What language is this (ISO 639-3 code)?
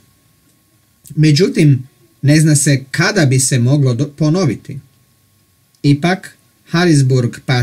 hrv